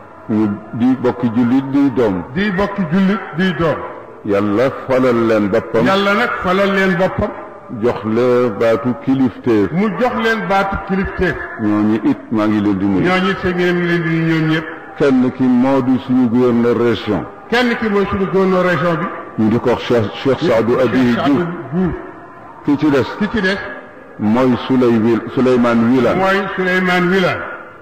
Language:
Wolof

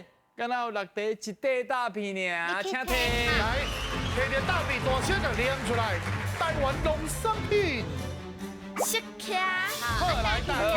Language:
Min Nan Chinese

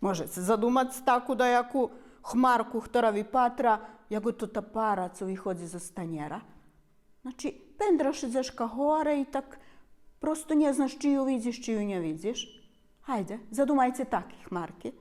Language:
Rusyn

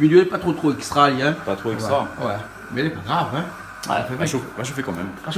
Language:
Réunion Creole French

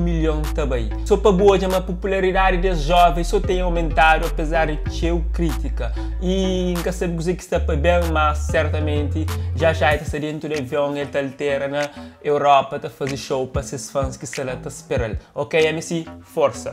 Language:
Kabuverdianu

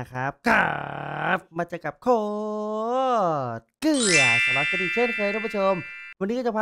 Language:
Thai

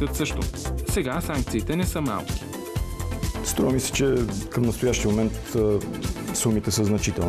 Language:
Bulgarian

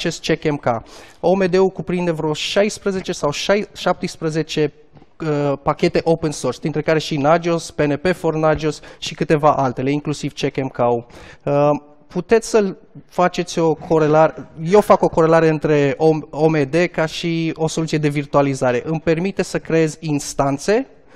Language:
Romanian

